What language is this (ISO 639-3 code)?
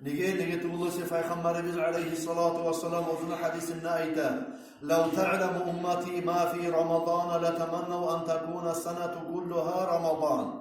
kum